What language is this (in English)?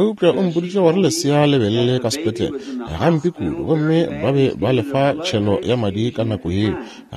Northern Sotho